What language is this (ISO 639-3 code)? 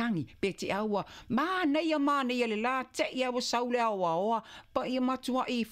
smo